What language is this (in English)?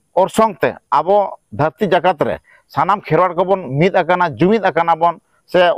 Santali